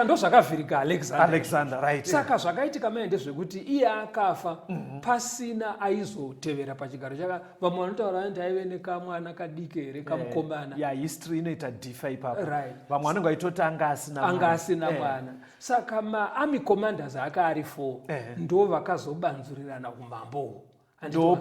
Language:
Shona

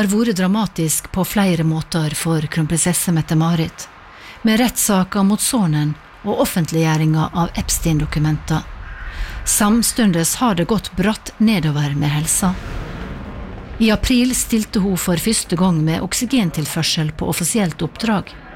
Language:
Norwegian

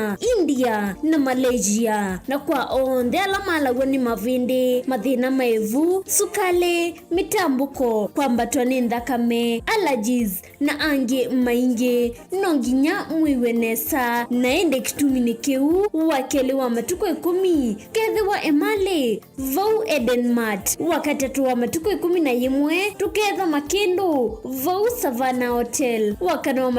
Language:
Kamba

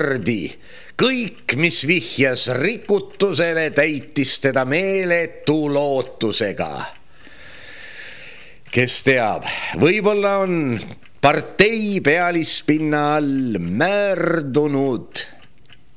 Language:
Estonian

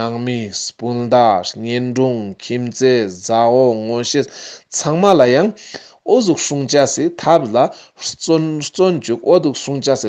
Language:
Ladakhi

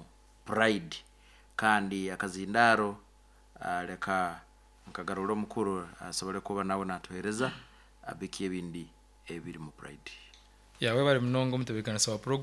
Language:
Nyankole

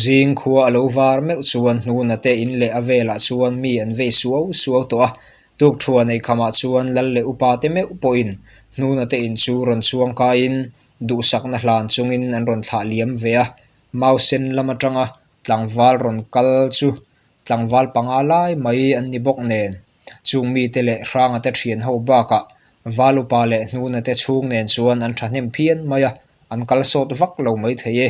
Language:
Mizo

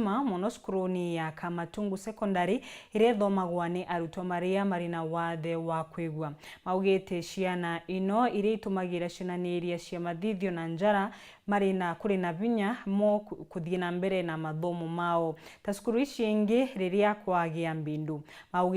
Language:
Meru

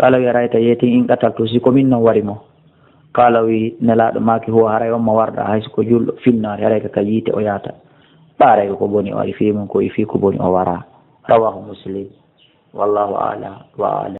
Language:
Fula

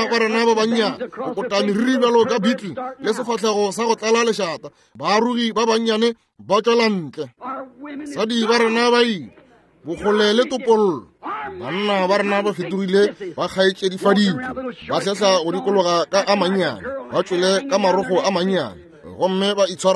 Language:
Northern Sotho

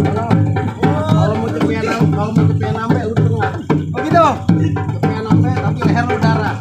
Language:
Betawi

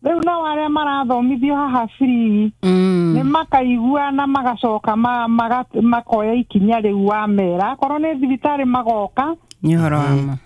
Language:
Kikuyu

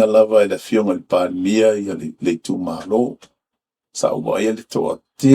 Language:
Samoan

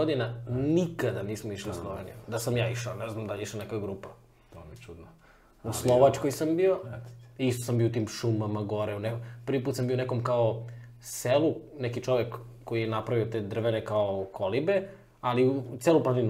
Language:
Serbian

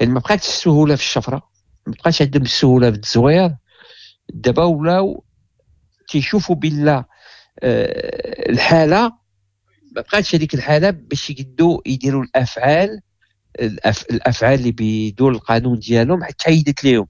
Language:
Moroccan Arabic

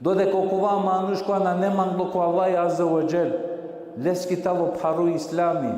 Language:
Balkan Romani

